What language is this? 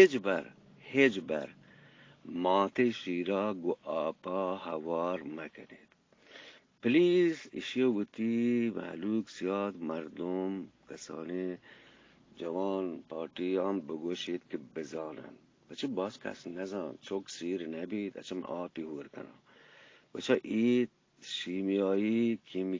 Eastern Balochi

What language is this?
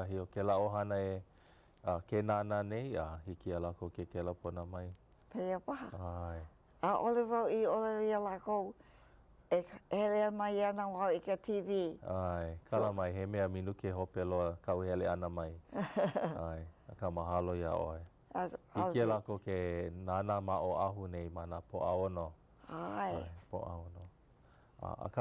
Hawaiian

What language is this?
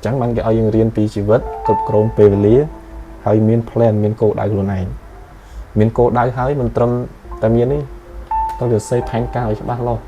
Khmer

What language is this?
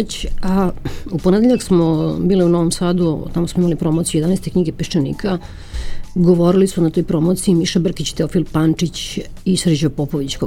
Serbian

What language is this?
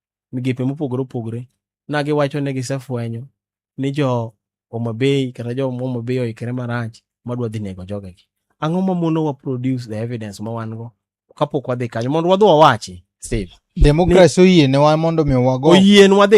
Luo (Kenya and Tanzania)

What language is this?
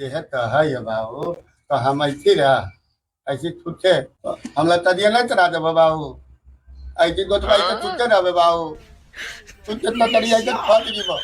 Magahi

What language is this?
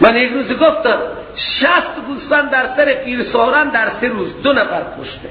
Persian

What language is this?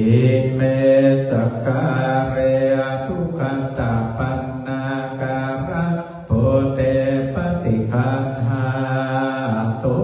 Pali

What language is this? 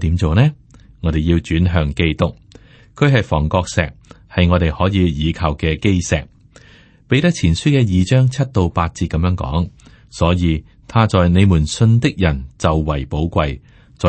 Cantonese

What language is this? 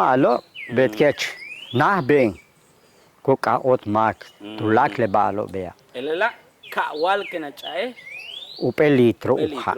Yucateco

